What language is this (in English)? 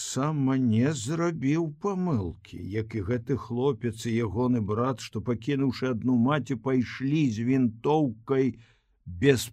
Belarusian